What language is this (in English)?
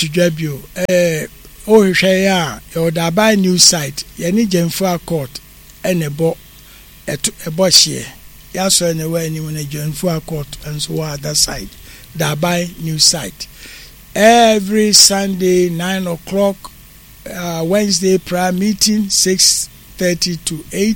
Akan